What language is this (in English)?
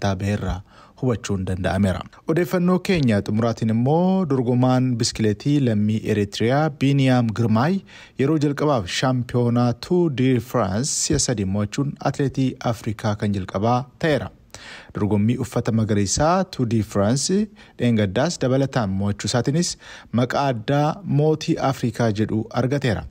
Oromo